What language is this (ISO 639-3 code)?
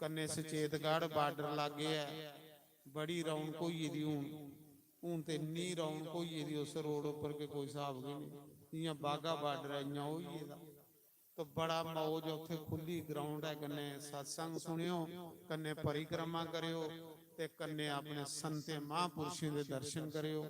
doi